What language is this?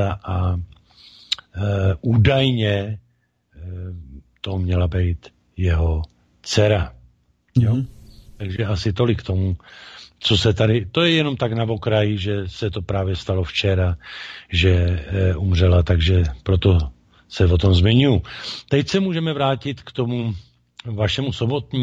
Czech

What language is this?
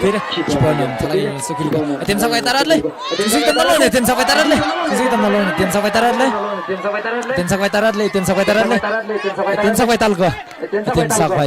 Tangkhul Naga (India)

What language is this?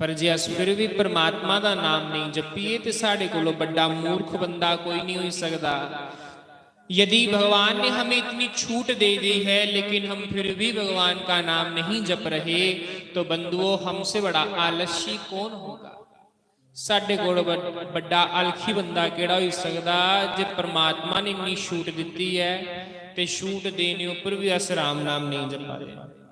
Dogri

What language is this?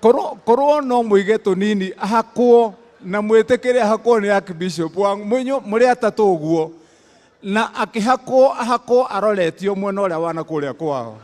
Kikuyu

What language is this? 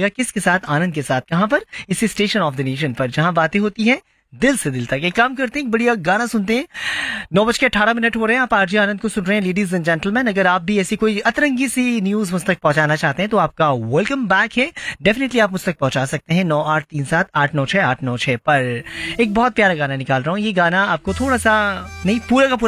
Hindi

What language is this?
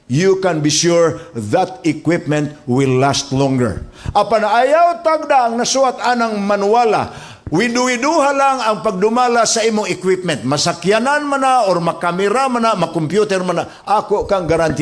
Cebuano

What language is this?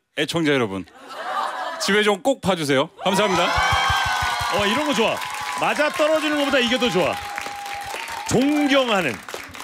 Korean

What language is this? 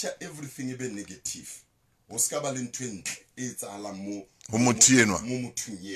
Southern Sotho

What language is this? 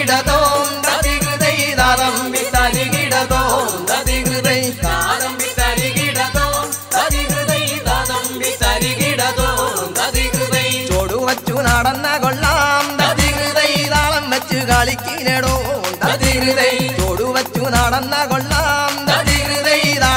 Malayalam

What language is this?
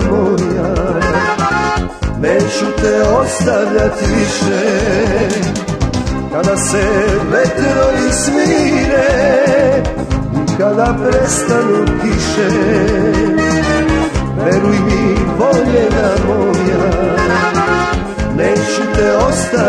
Serbian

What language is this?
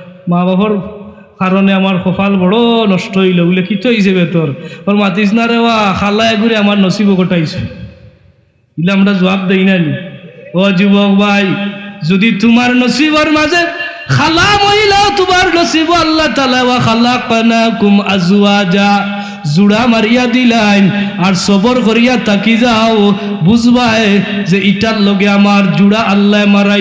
Sylheti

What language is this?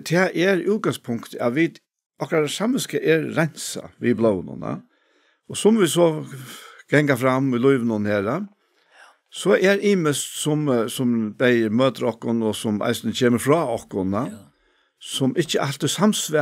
Faroese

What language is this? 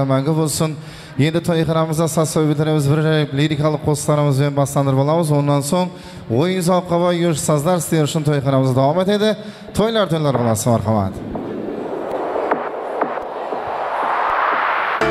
Kara-Kalpak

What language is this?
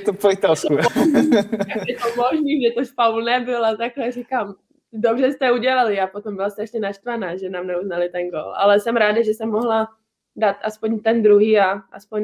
Czech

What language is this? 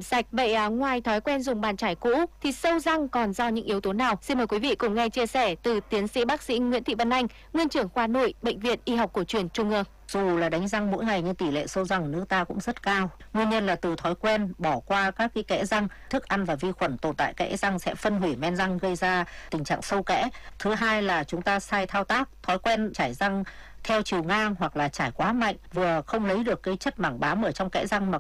Vietnamese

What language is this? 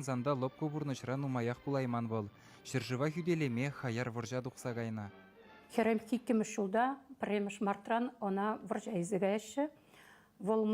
Chuvash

